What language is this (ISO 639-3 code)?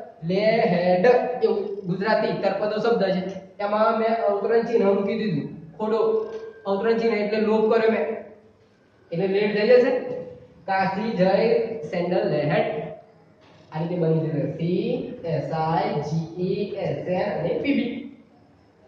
guj